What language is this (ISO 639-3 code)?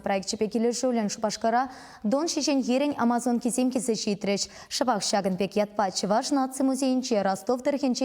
chv